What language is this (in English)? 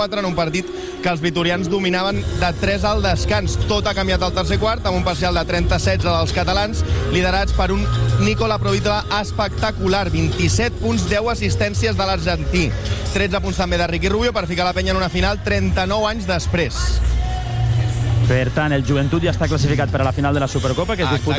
Catalan